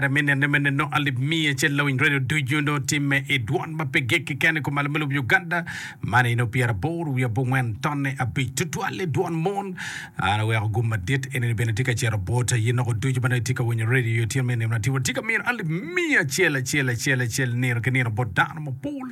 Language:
Acoli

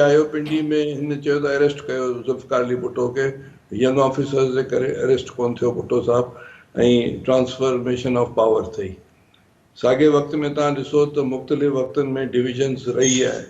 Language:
Sindhi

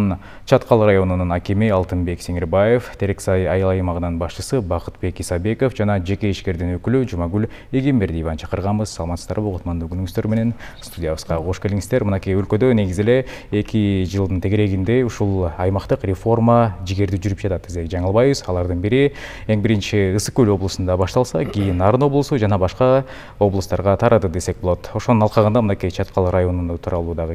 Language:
Kyrgyz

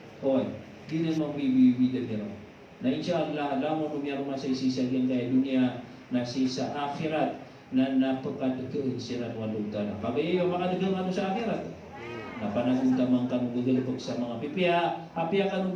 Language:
Maranao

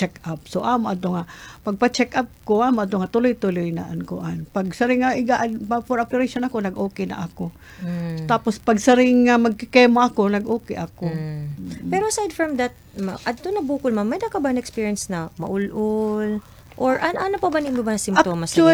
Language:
Waray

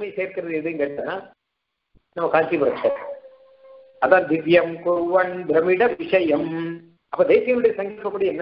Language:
Tamil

